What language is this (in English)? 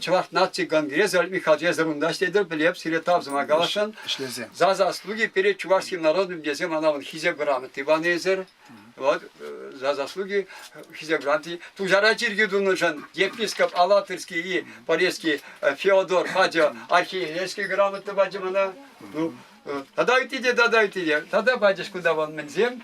Chuvash